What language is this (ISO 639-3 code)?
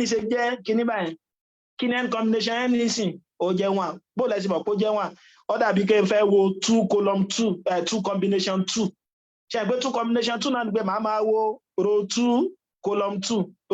yor